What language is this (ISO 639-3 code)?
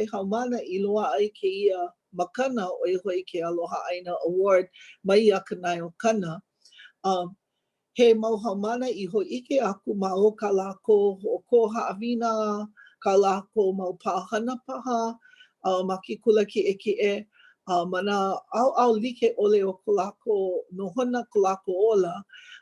haw